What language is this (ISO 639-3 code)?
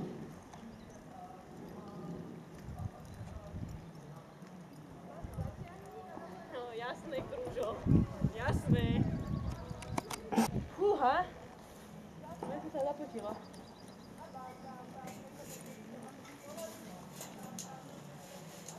slk